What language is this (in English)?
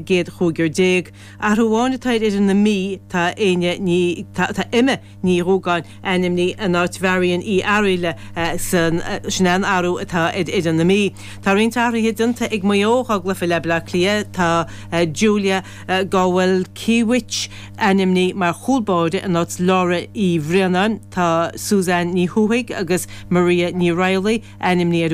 Irish